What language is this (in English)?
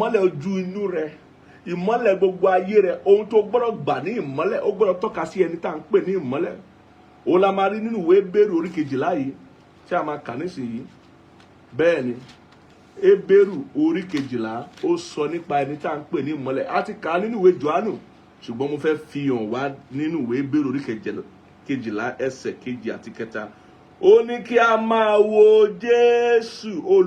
Yoruba